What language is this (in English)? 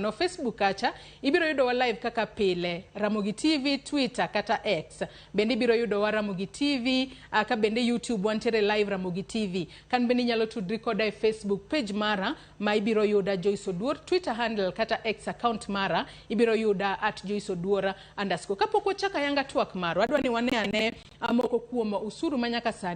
Luo (Kenya and Tanzania)